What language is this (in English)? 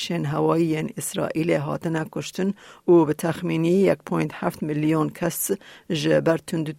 Kurdish